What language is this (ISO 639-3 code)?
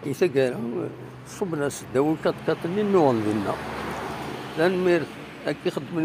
kab